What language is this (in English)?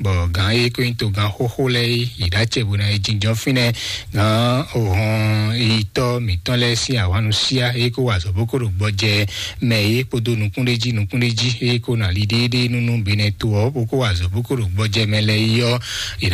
Fon